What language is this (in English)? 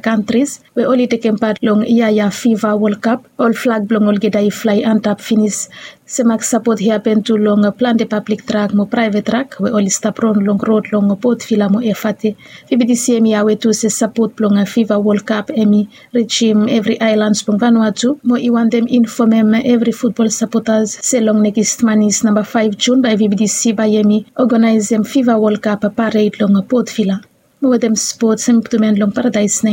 Bislama